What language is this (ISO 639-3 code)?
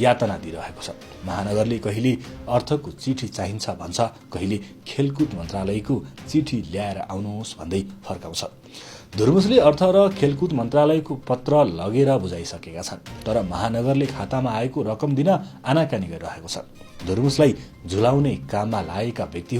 nep